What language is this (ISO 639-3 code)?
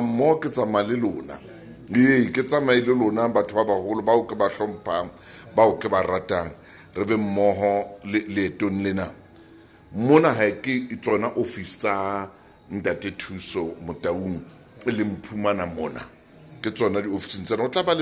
sot